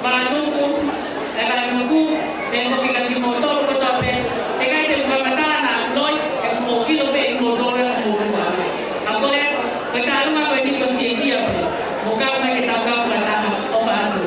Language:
Tongan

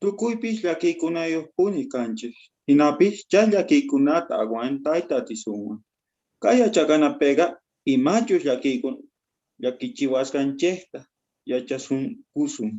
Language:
South Bolivian Quechua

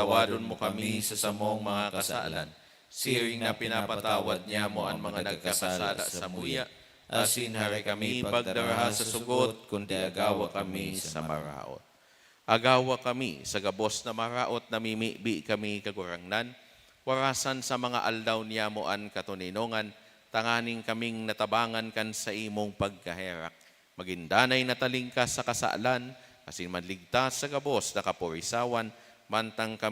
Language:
Bikol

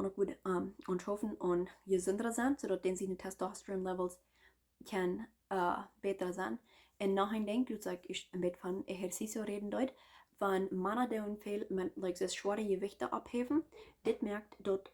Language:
Plautdietsch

